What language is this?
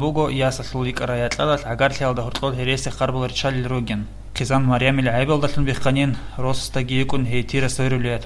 Avaric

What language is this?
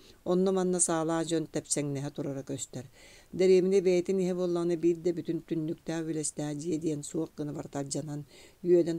Yakut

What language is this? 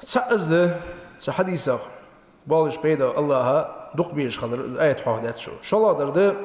Ingush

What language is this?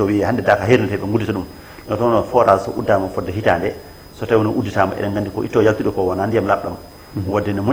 Fula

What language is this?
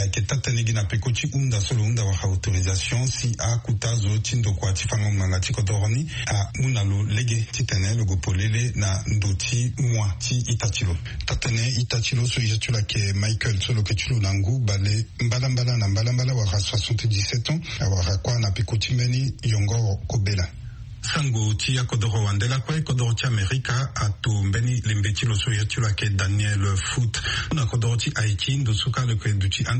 Sango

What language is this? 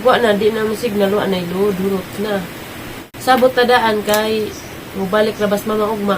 Cebuano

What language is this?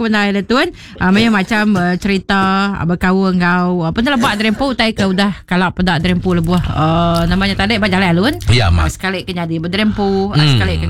Iban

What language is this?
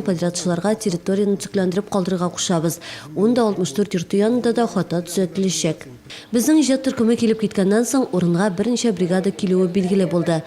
Tatar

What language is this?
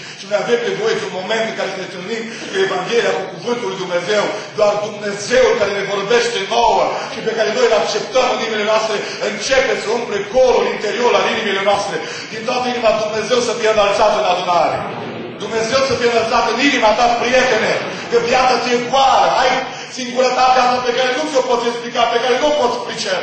Romanian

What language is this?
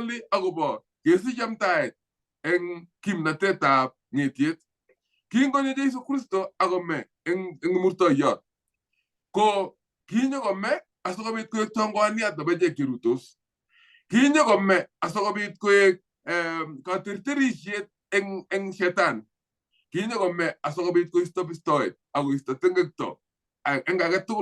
Kalenjin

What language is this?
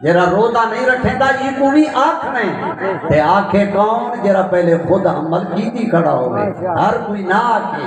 Saraiki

